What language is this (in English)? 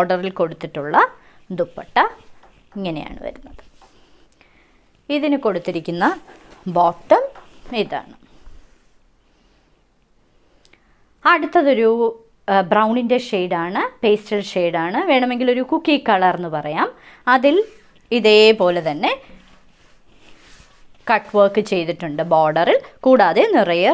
Malayalam